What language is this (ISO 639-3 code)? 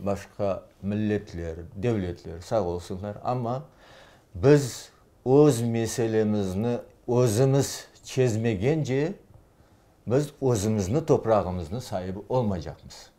crh